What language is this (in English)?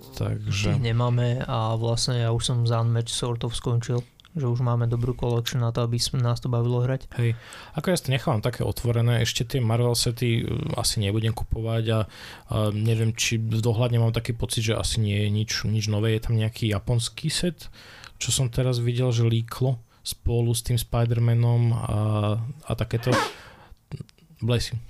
Slovak